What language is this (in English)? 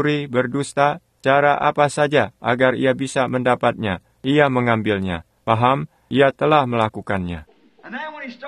Indonesian